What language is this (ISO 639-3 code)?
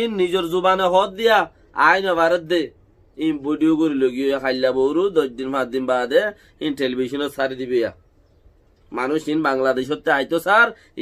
rhg